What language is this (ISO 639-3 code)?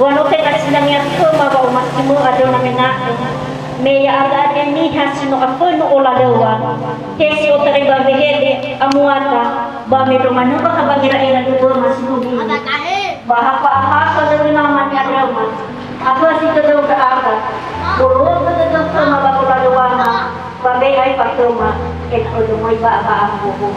nia